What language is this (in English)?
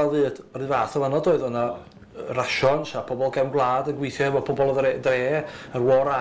Welsh